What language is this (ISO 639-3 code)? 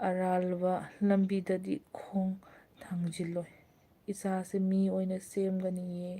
mni